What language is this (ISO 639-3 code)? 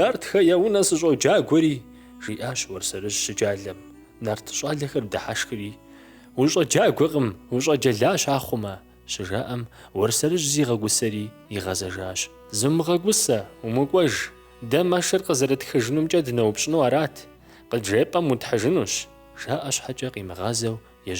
kbd